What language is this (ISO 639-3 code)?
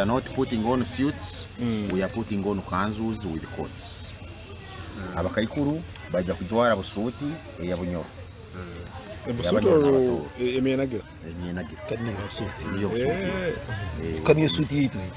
nyo